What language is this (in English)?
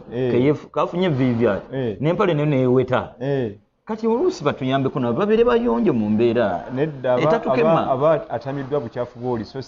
Ganda